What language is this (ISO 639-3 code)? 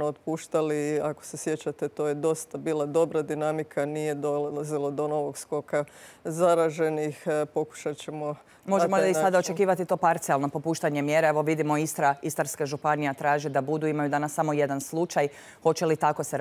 hrv